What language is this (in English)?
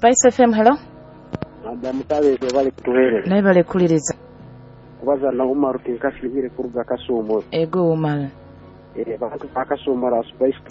Nyoro